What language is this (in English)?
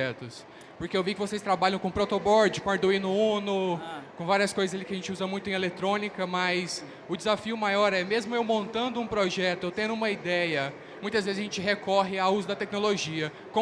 Portuguese